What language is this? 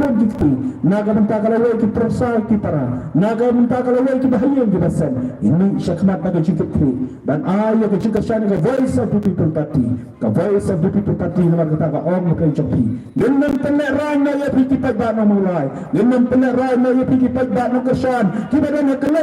Khasi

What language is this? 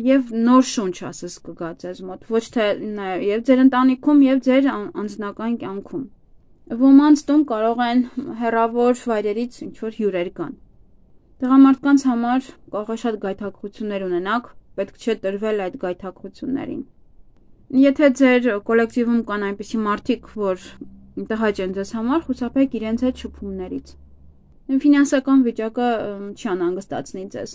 Armenian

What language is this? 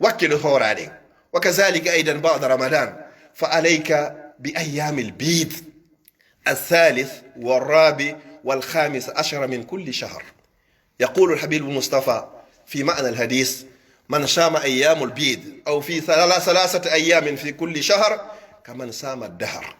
Pular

